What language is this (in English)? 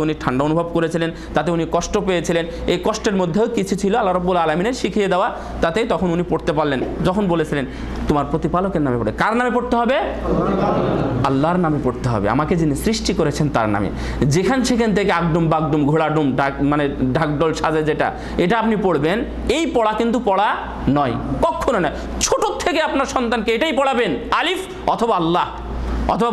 Bangla